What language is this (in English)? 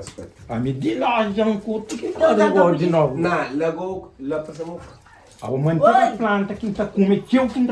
Kabuverdianu